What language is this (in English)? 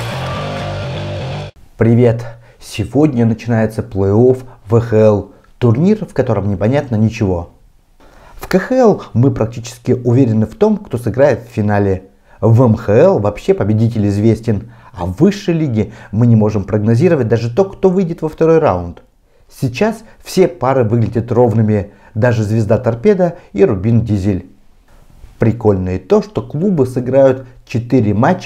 Russian